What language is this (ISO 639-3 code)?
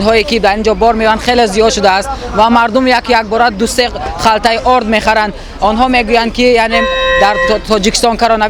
tgk